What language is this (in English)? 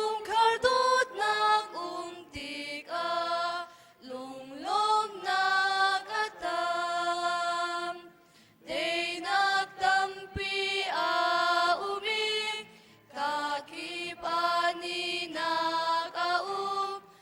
Hakha Chin